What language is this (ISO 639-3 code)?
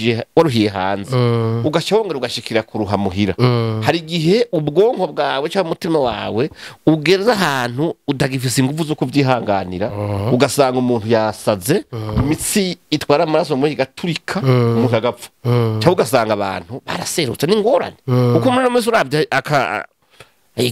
run